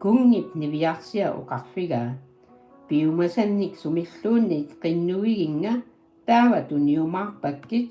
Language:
Kalaallisut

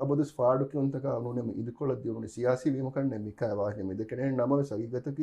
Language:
Divehi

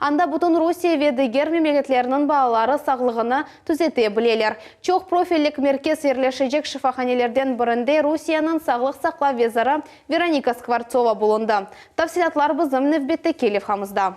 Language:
Crimean Tatar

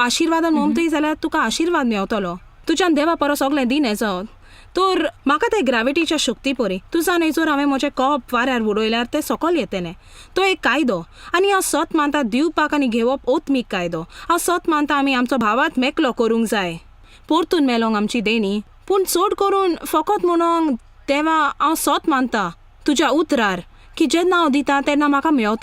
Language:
Konkani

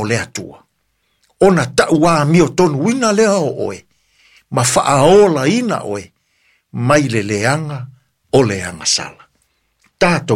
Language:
Samoan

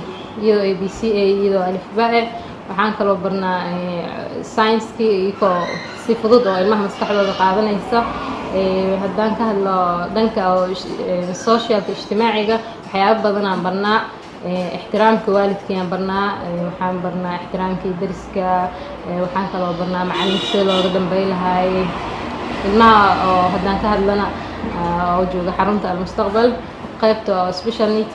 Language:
Somali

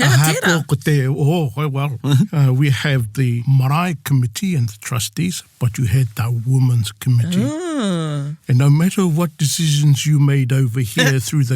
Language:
Māori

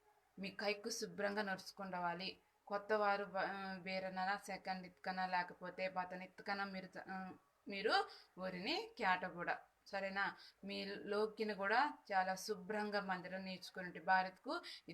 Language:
Koya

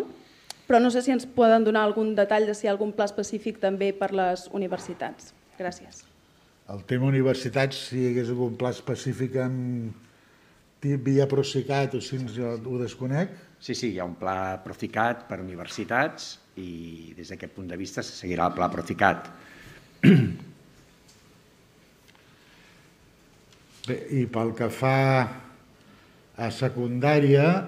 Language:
Catalan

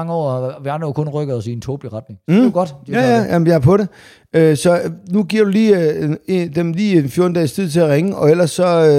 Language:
Danish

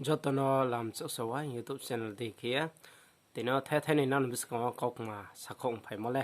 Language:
Riang (India)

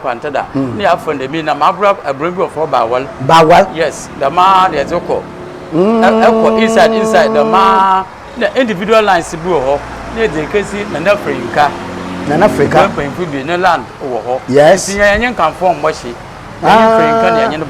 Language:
Akan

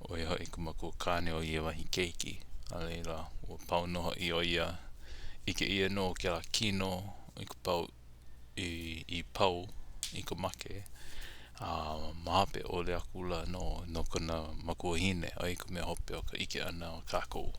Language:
Hawaiian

